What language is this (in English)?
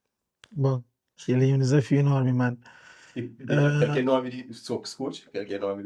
Kabuverdianu